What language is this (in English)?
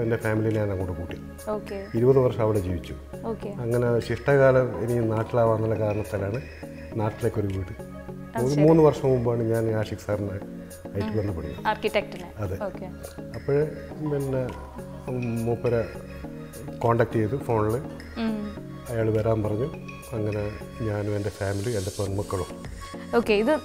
Malayalam